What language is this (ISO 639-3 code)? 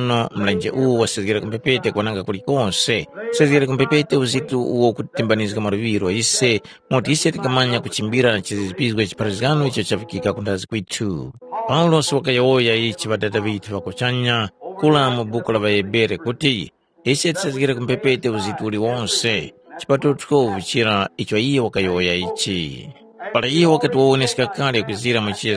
tum